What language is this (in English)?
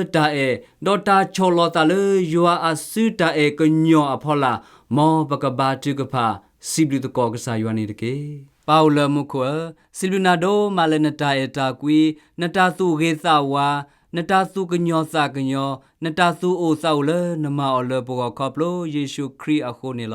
S'gaw Karen